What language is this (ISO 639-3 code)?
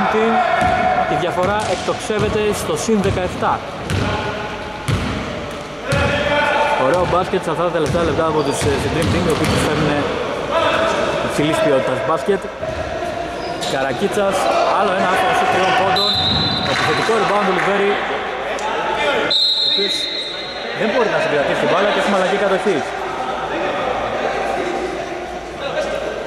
ell